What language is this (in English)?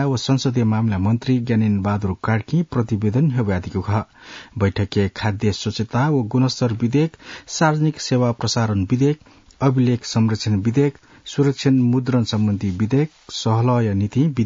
Newari